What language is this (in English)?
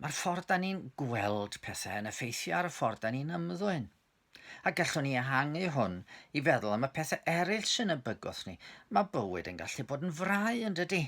Welsh